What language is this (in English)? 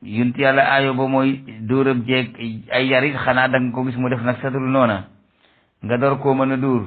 Wolof